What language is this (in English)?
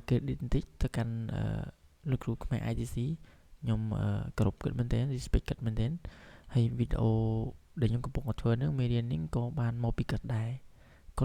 Khmer